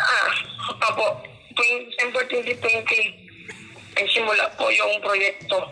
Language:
Bikol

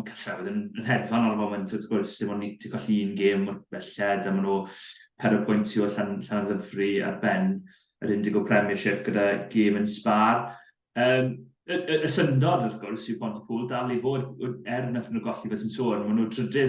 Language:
Welsh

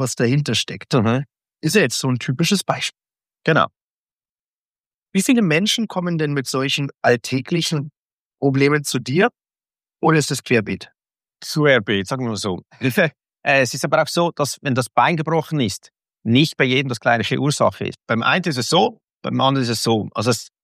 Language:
German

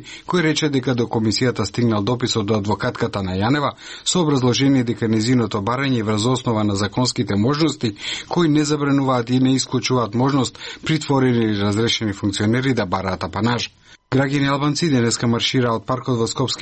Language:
Macedonian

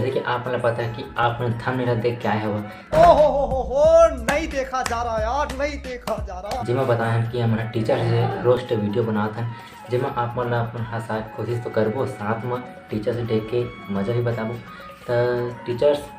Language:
Chhattisgarhi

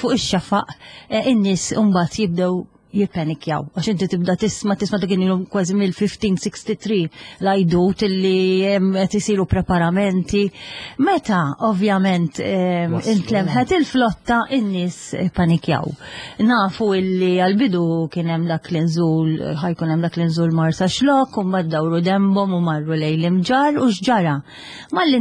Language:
Maltese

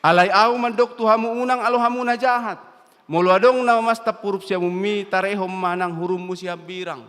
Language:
Batak Toba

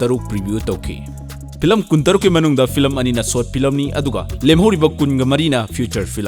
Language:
Manipuri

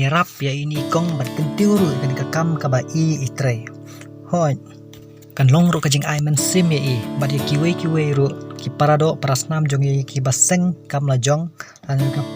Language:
Khasi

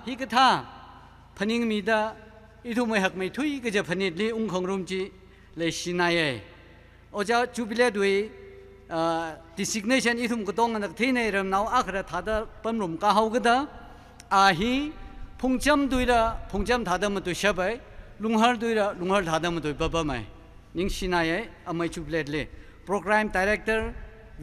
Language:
Tangkhul Naga (India)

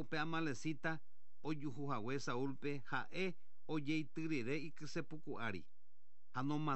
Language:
Guarani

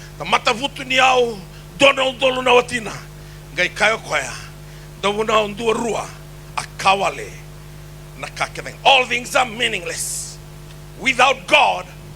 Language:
Fijian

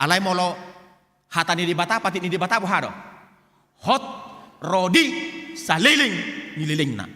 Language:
Batak Toba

